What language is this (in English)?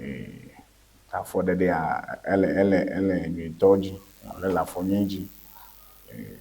Ewe